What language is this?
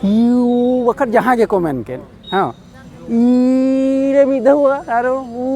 Santali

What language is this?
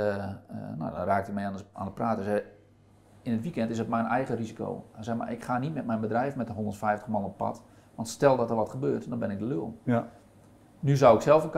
Dutch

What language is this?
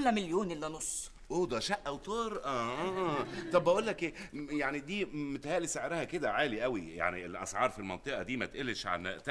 Egyptian Arabic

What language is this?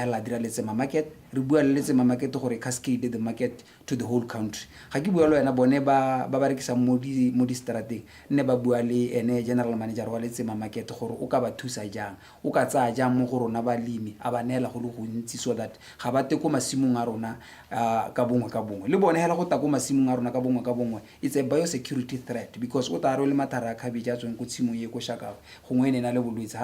Tswana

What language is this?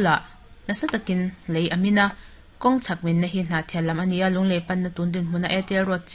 Mizo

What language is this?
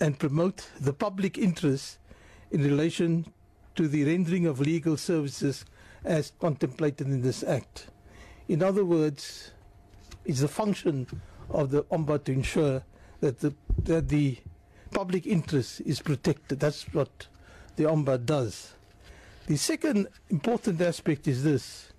English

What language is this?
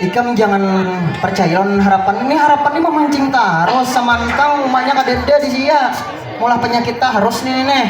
Banjar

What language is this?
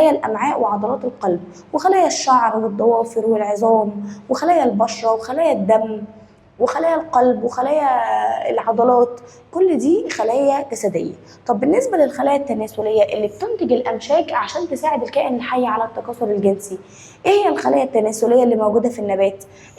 Egyptian Arabic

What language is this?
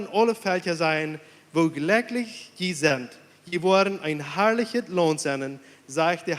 Plautdietsch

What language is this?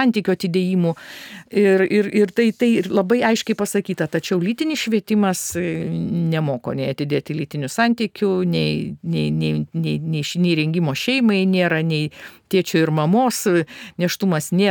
Lithuanian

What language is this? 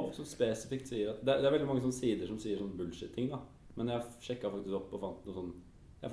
Norwegian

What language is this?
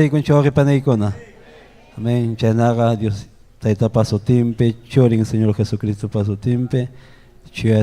Ayacucho Quechua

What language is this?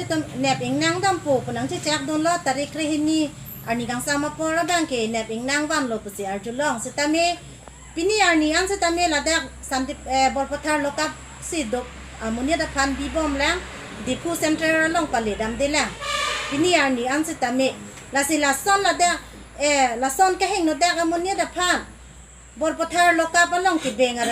Karbi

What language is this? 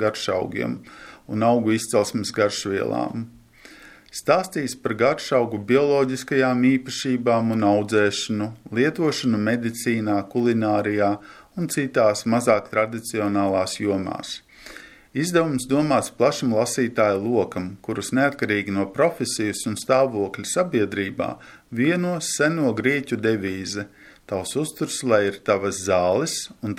Latvian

